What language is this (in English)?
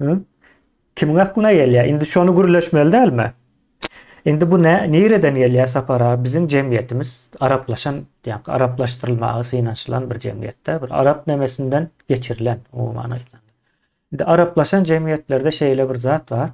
Turkmen